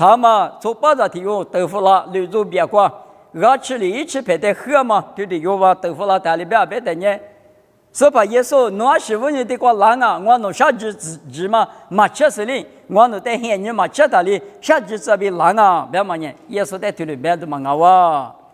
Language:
Lisu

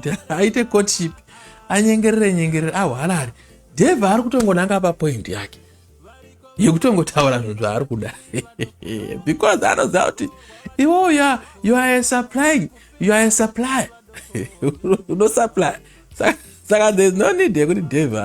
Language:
Shona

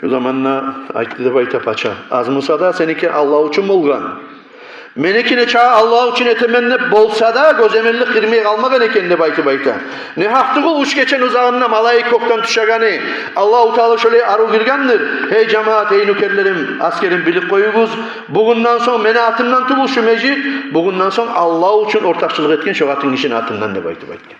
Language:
Kumyk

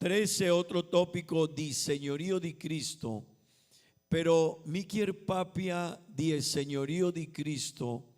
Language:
Papiamento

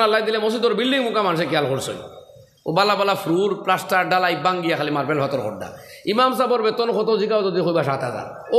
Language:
Sylheti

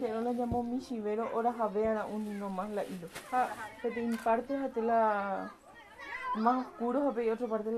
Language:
Guarani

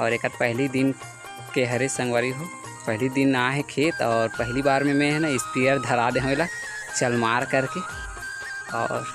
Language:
Chhattisgarhi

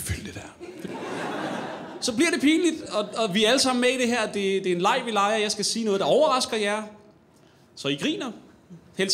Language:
Danish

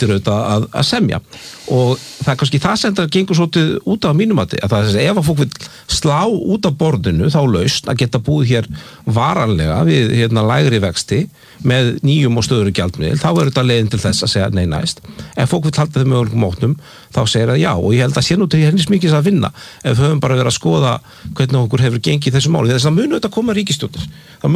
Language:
Icelandic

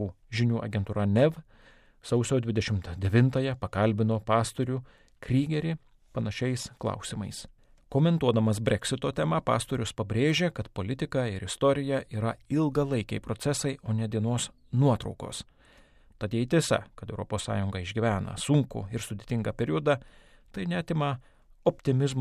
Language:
Lithuanian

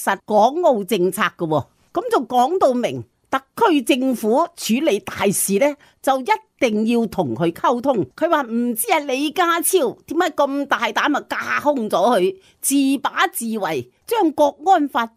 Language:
Cantonese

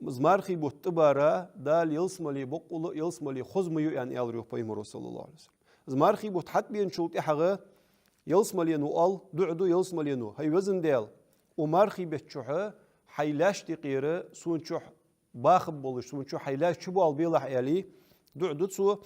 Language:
Ingush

